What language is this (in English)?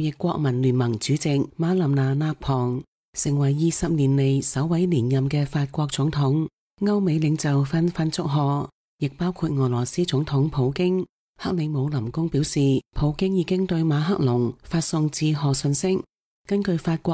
Cantonese